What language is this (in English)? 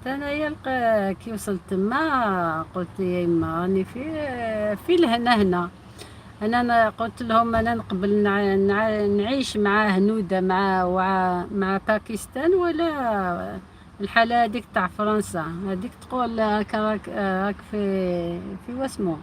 Algerian Arabic